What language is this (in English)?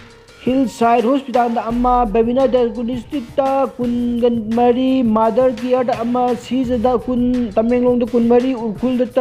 Manipuri